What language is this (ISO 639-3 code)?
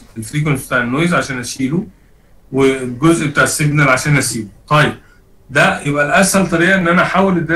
arz